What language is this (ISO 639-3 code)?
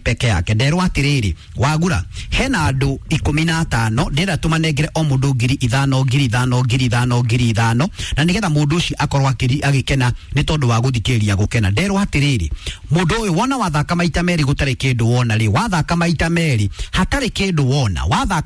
kik